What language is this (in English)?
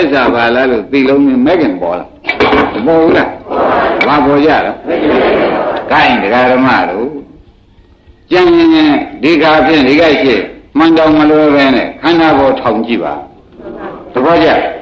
Burmese